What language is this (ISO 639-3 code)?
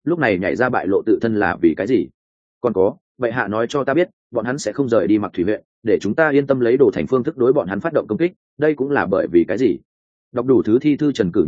vie